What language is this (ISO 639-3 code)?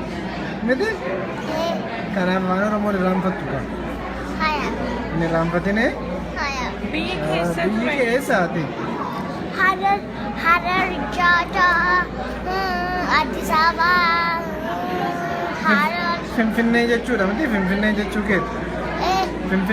orm